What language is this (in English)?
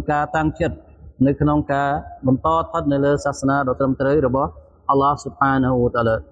Khmer